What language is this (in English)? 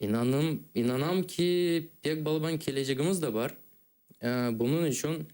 Crimean Tatar